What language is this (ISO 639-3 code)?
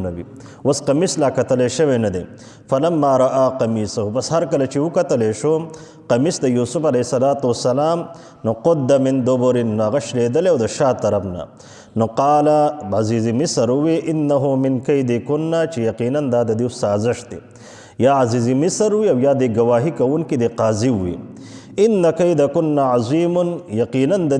pus